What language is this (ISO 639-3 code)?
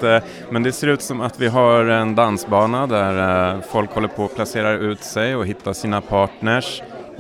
swe